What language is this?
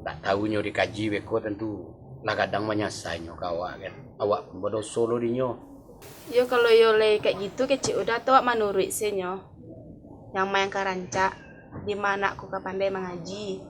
Minangkabau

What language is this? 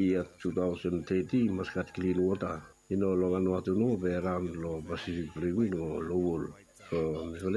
Bislama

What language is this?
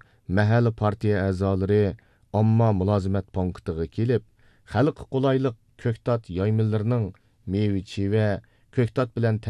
Uyghur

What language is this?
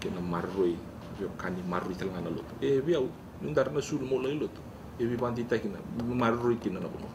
Fijian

